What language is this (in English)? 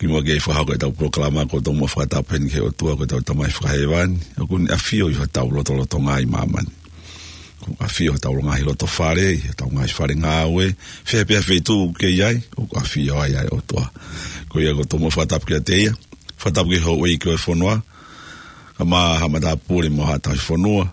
Tongan